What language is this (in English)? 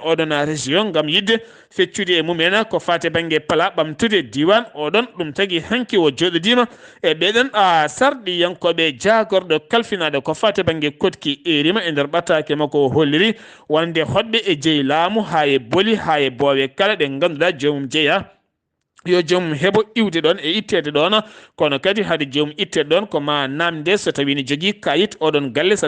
Fula